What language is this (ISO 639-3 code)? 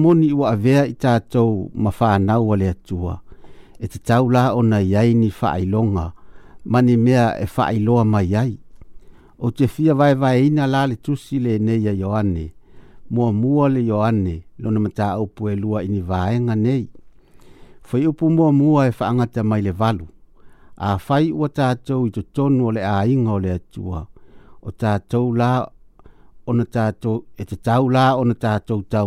smo